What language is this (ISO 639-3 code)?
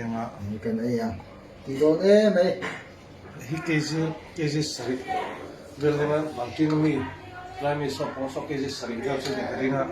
lus